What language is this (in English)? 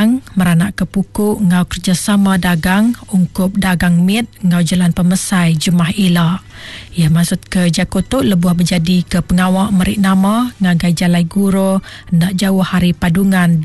Iban